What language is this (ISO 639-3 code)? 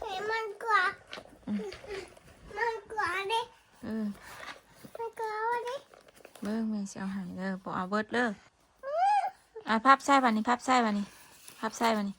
tts